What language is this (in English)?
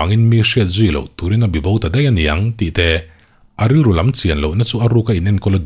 Mizo